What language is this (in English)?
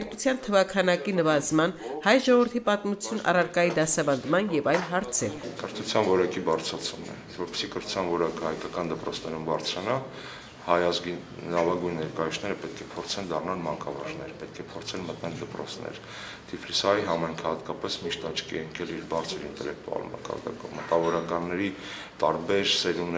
Armenian